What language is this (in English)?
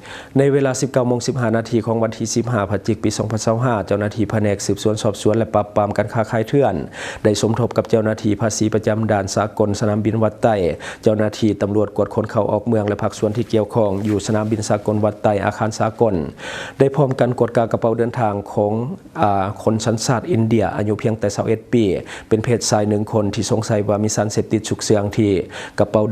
Lao